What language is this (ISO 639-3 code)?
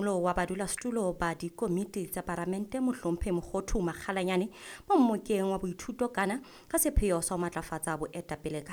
sot